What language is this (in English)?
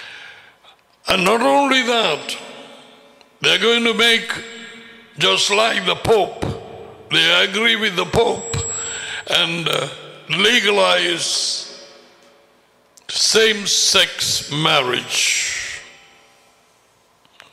Tamil